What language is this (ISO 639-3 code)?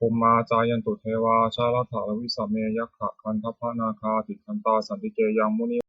pli